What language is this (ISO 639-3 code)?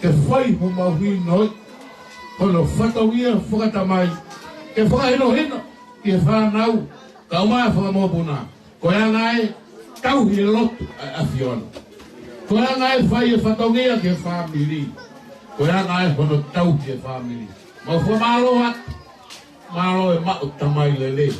ton